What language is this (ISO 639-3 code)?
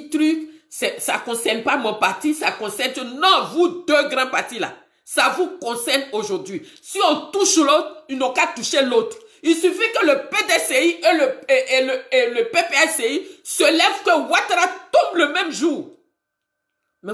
fra